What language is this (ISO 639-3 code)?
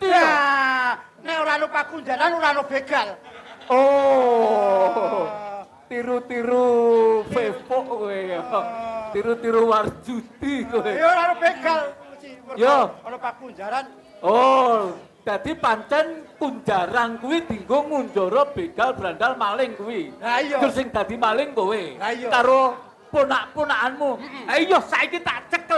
jav